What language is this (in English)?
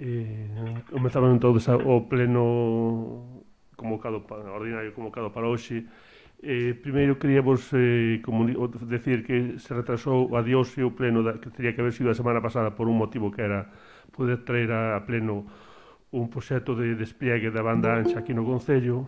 Galician